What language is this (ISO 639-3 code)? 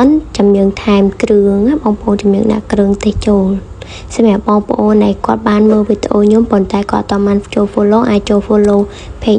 khm